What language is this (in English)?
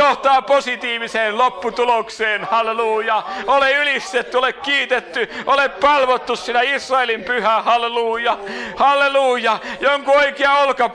Finnish